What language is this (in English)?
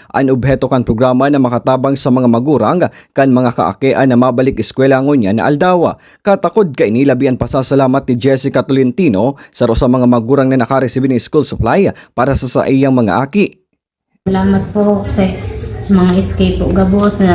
Bikol